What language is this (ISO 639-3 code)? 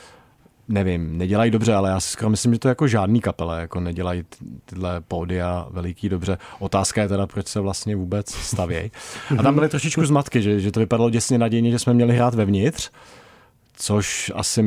ces